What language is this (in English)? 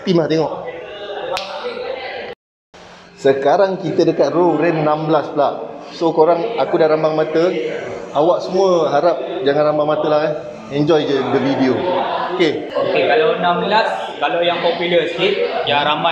Malay